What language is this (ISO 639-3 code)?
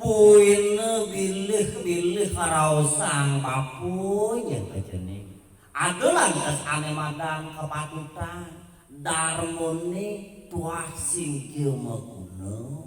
ban